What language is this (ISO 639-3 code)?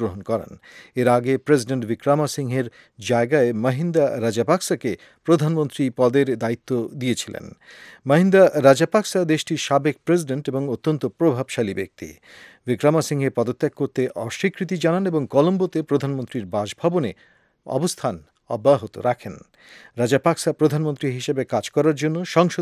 ben